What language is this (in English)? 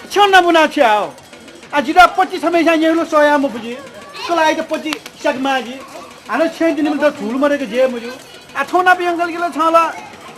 Newari